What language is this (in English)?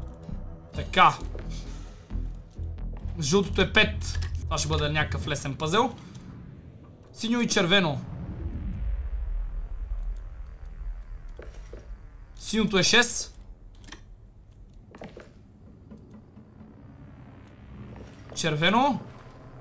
Bulgarian